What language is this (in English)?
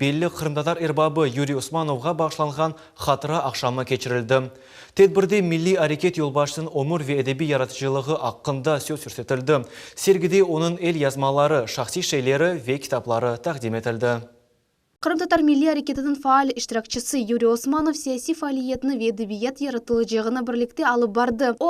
Crimean Tatar